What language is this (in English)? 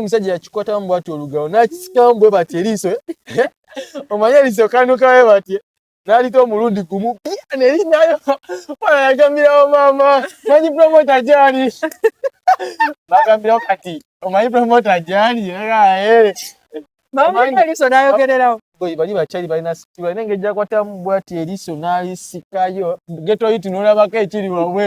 Ganda